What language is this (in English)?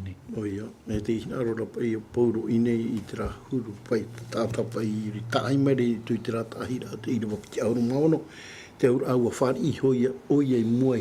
Tahitian